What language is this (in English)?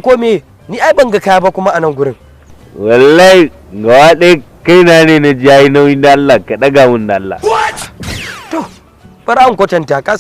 Hausa